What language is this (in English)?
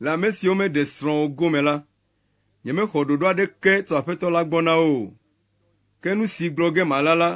Ewe